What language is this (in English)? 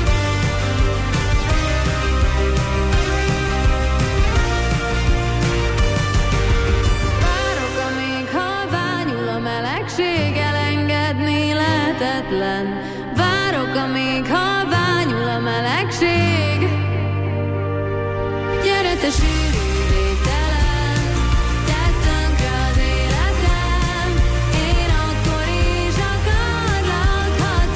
Hungarian